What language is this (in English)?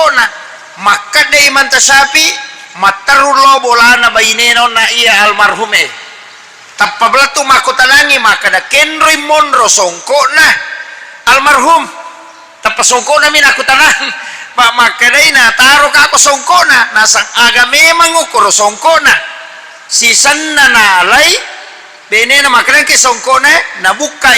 Buginese